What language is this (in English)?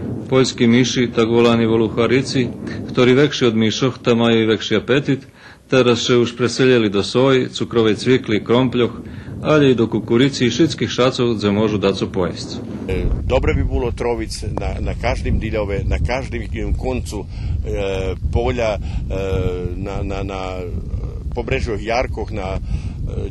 Rusyn